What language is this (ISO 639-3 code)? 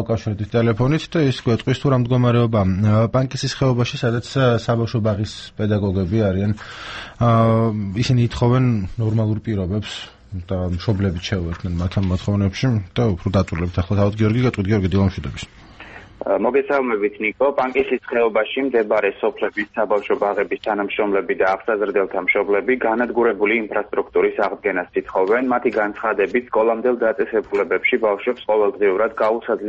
kat